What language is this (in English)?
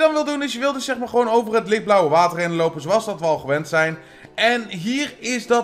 Dutch